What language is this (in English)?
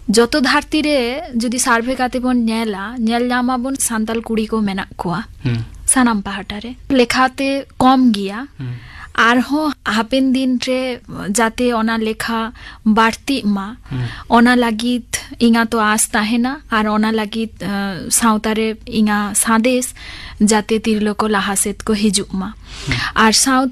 Santali